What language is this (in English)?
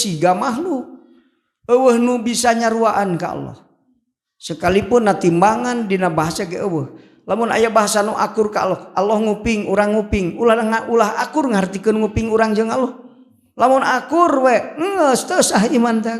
Sundanese